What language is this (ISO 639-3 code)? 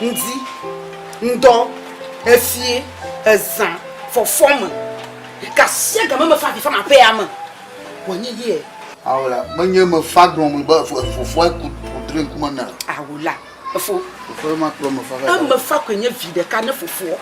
ewe